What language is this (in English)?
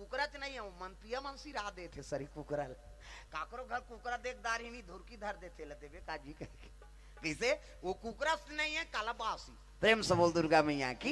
Chhattisgarhi